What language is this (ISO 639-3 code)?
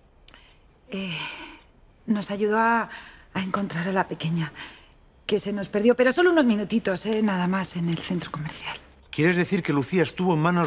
spa